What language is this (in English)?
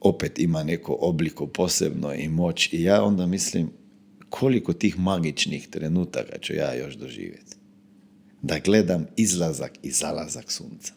Croatian